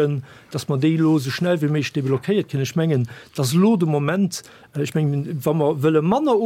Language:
Luxembourgish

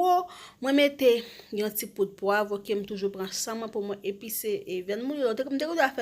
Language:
Haitian Creole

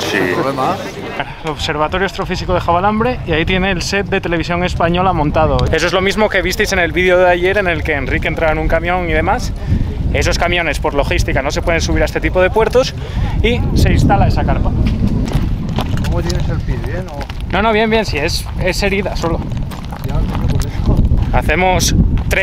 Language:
Spanish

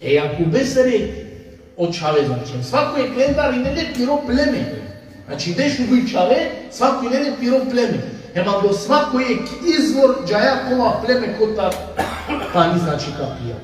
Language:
Balkan Romani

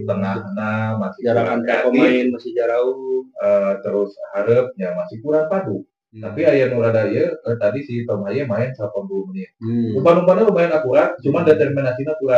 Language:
Sundanese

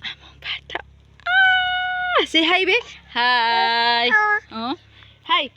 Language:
Cebuano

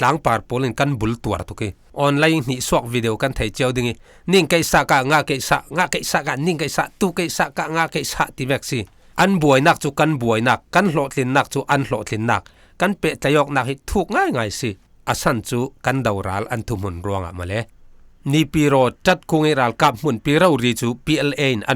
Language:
Falam Chin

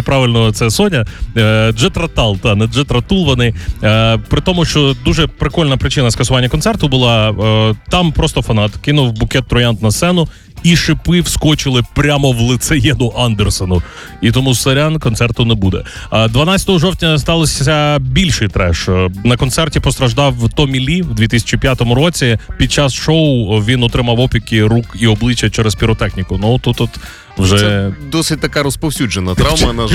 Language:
Ukrainian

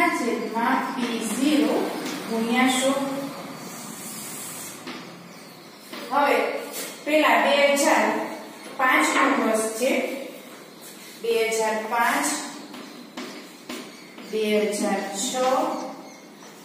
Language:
Gujarati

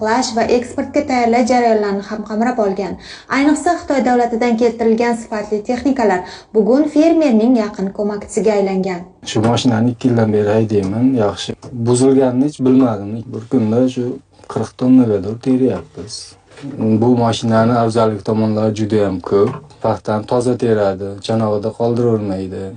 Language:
Uzbek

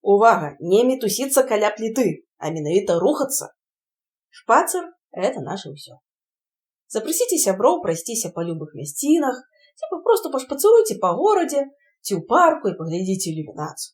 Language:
Belarusian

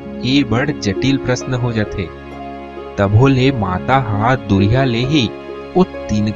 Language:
Chhattisgarhi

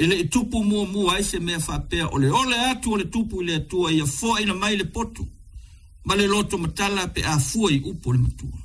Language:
Samoan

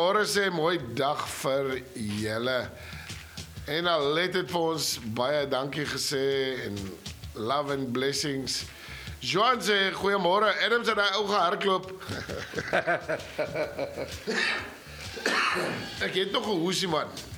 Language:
Afrikaans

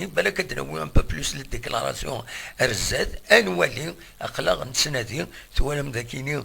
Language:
Kabyle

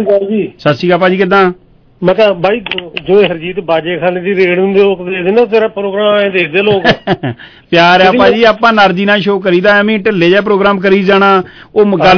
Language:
Punjabi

